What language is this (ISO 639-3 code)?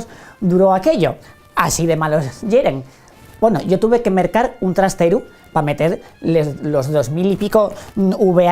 ast